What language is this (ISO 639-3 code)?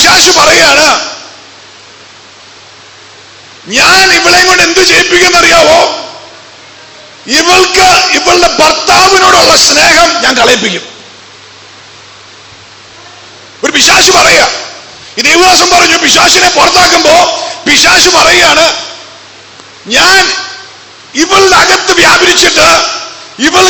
mal